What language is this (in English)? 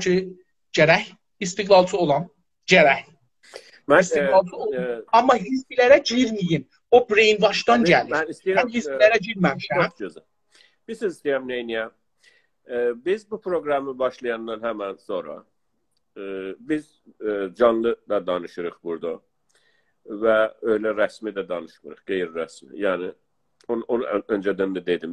South Azerbaijani